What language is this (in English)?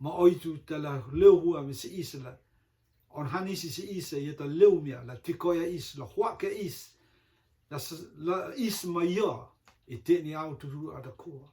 Rotuman